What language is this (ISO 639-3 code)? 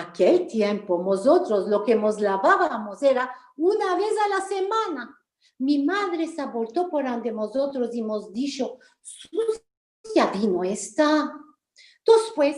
lad